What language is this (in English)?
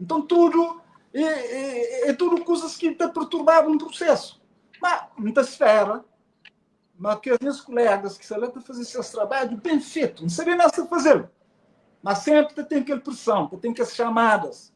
Kabuverdianu